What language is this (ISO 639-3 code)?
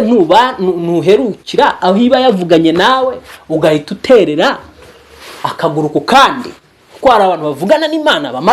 kin